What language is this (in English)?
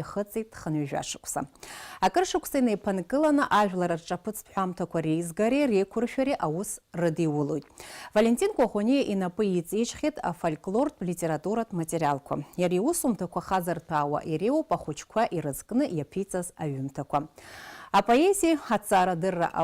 Abkhazian